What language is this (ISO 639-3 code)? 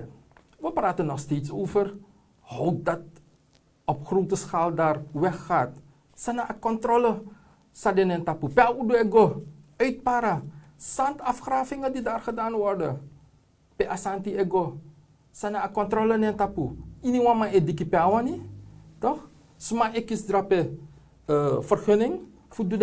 srn